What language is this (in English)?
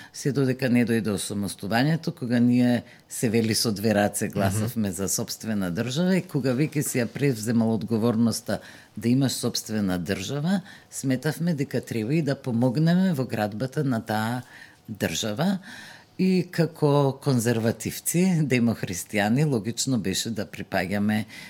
Macedonian